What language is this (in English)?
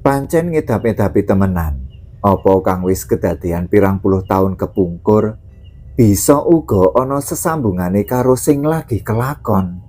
Javanese